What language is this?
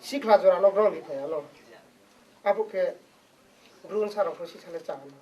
Riang (India)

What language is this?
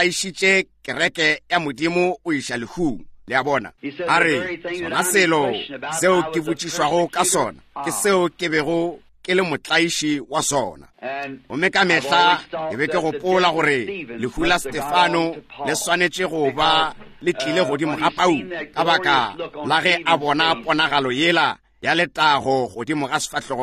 Northern Sotho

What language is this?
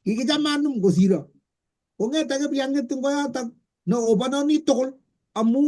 Kalenjin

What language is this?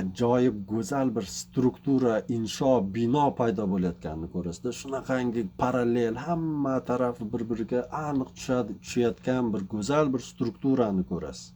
Uzbek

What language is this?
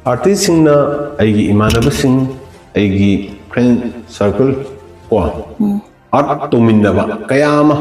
Manipuri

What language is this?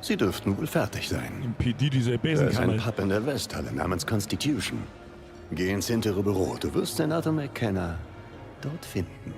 Bavarian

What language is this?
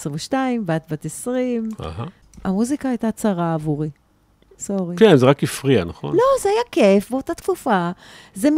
Hebrew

